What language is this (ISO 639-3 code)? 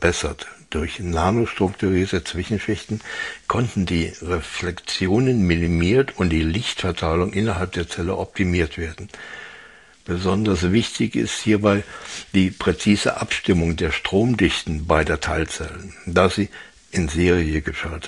deu